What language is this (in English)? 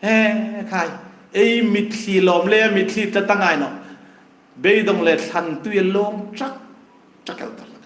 Hmar